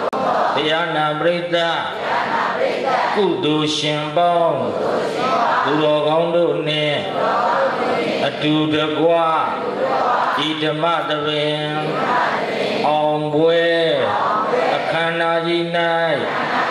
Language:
Burmese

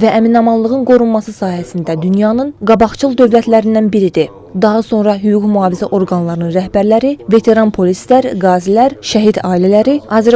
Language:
Azerbaijani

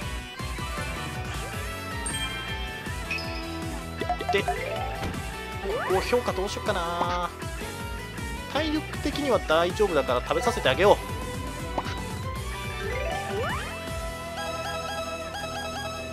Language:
Japanese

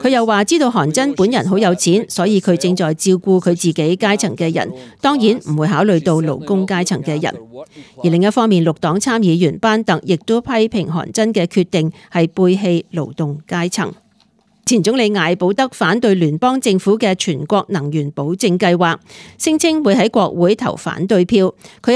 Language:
Cantonese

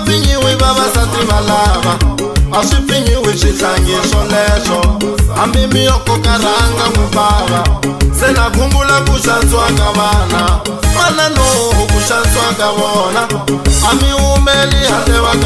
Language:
Tsonga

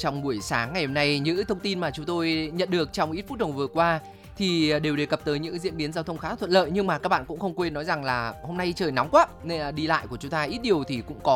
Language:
Vietnamese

